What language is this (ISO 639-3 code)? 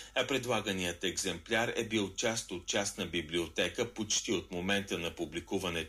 bul